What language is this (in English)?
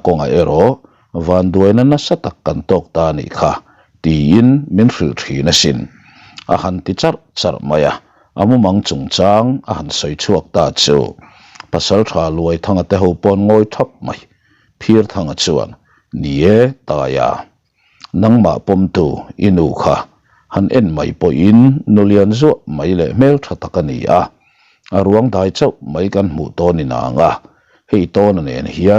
Mizo